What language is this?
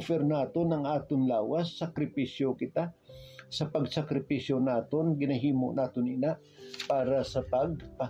Hiligaynon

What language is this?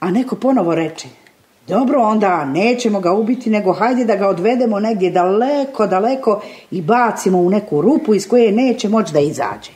Bosnian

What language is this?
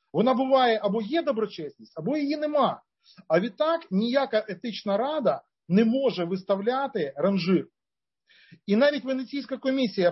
Ukrainian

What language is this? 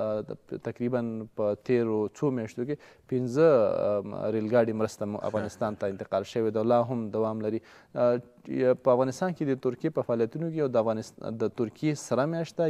Pashto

